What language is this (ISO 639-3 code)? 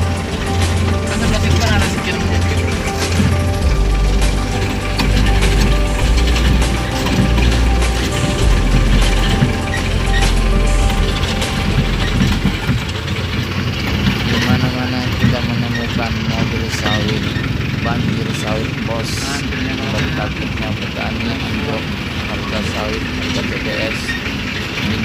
ind